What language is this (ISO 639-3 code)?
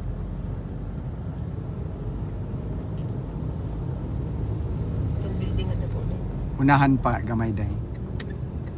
fil